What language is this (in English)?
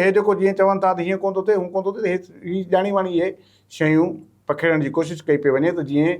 Sindhi